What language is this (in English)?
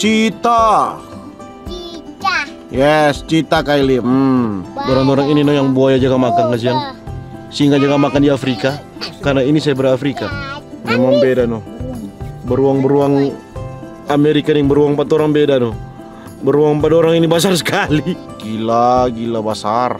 Manado Malay